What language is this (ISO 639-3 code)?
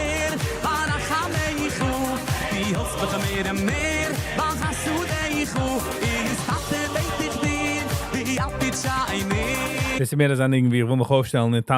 yid